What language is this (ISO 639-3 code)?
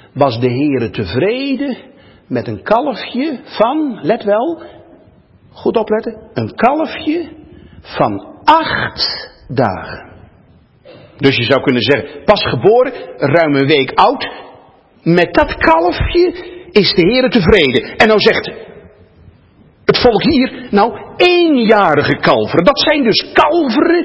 nld